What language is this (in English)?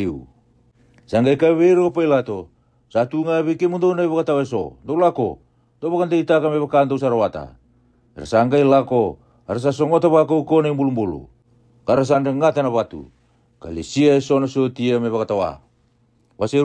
Fijian